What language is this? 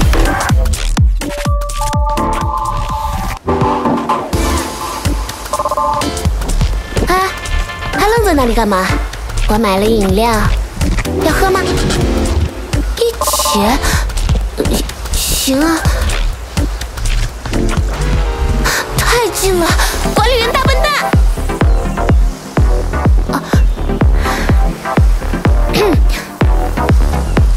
Chinese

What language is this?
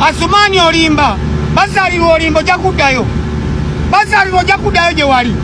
Ganda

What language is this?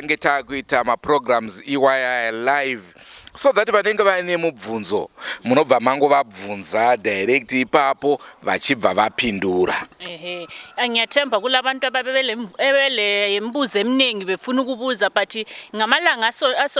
Shona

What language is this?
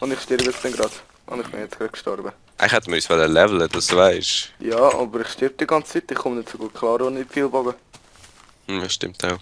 Swiss German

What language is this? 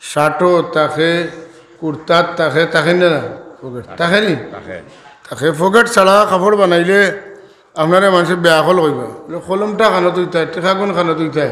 Sylheti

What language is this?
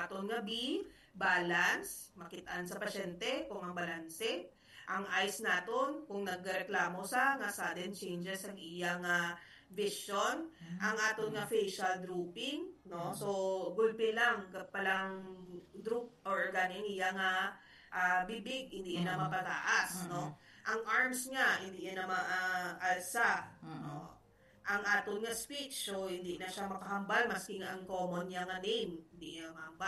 Hiligaynon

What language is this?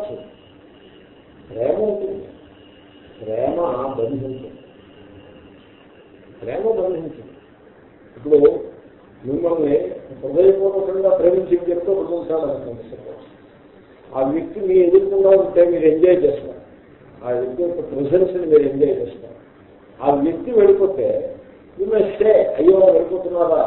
Telugu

